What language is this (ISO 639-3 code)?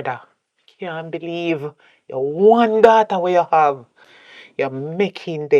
jam